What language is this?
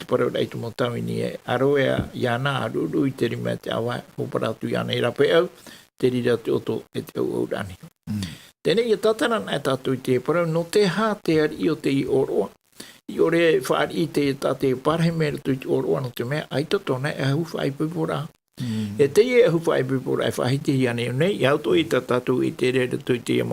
Tahitian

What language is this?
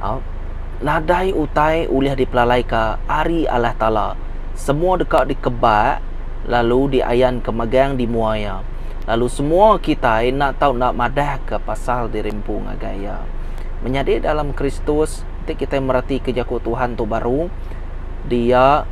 Iban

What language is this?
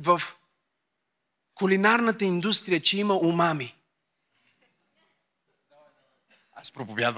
Bulgarian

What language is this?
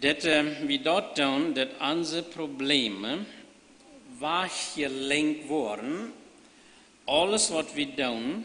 Plautdietsch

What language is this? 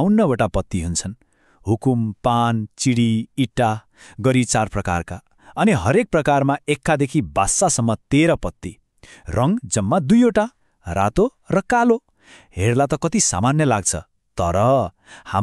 Nepali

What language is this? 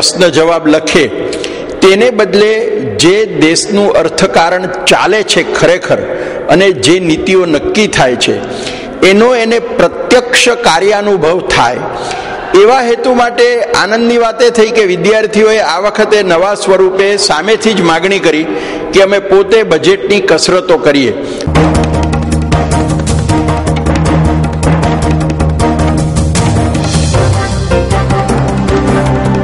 Gujarati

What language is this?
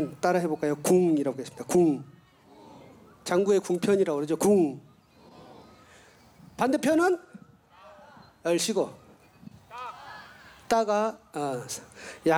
Korean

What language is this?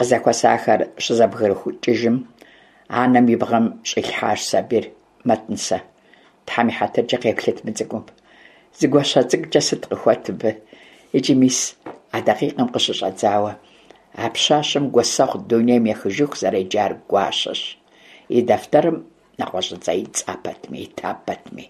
Kabardian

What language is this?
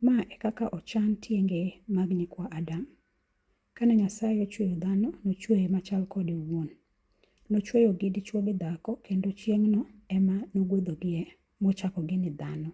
Luo (Kenya and Tanzania)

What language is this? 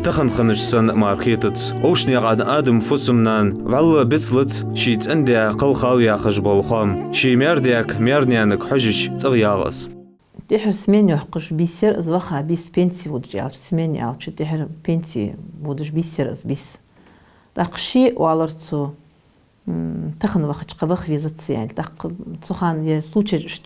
Ingush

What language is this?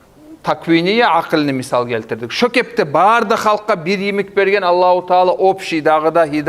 Kumyk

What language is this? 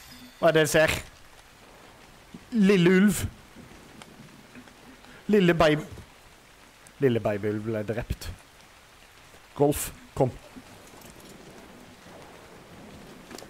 Norwegian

